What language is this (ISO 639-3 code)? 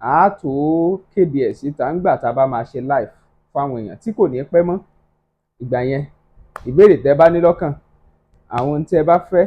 yor